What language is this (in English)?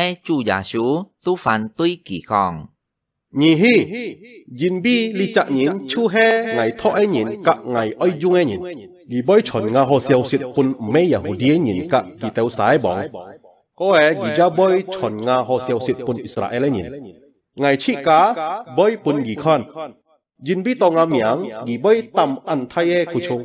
Hakka Chinese